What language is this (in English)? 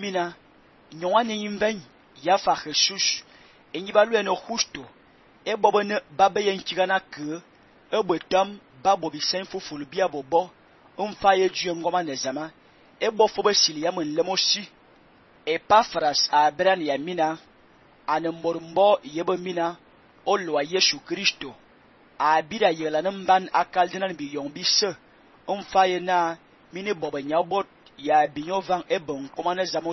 Fang